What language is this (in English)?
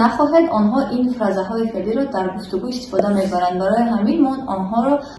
Tajik